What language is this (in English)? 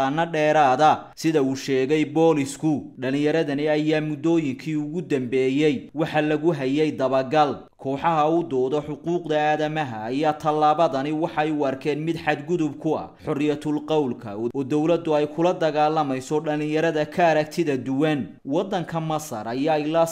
Somali